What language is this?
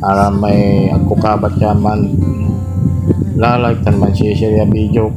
Pangasinan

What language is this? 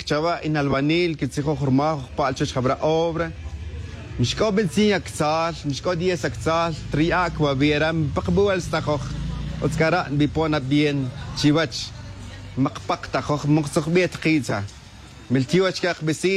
Tz'utujil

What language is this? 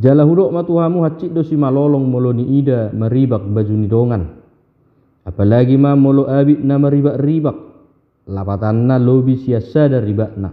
Batak Toba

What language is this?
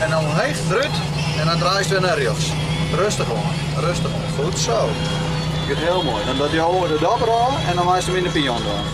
Western Frisian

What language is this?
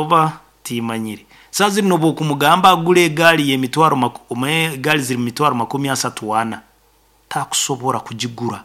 Nyoro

